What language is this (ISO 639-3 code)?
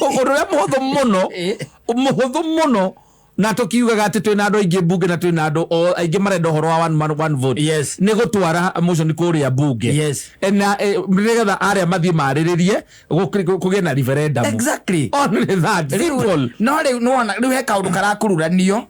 kik